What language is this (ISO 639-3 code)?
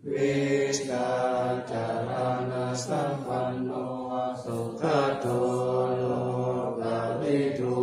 pli